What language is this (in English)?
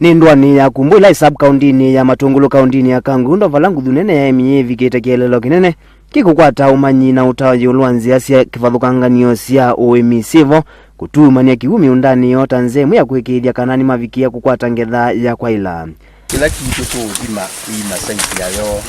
Kamba